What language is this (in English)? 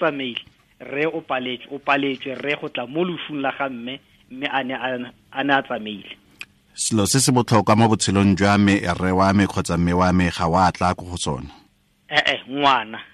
Tswana